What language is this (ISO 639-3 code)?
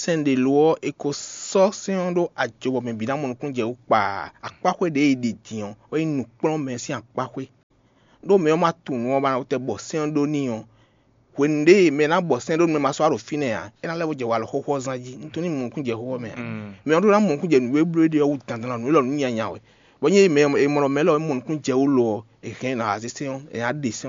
fon